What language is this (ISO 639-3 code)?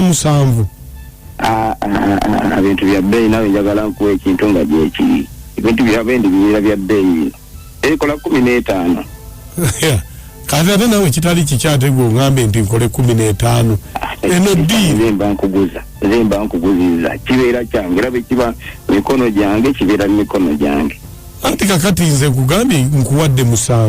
lug